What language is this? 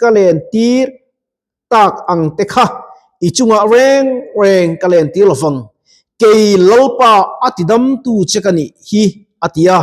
Mizo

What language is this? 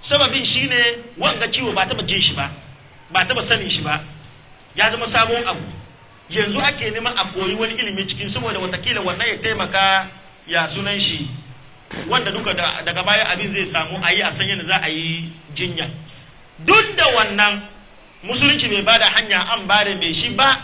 Hausa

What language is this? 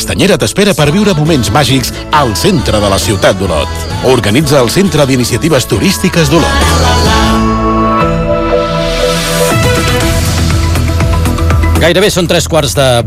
Catalan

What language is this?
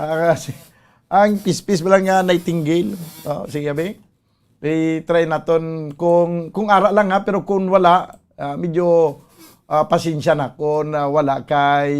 Hiligaynon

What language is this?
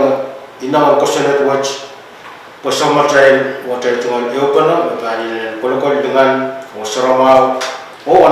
Pohnpeian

